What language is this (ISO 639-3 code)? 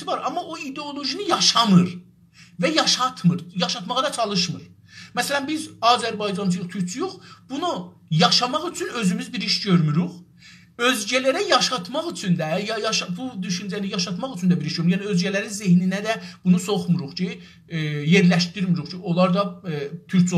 azb